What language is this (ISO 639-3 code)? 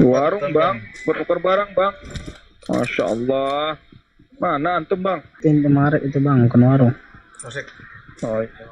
bjn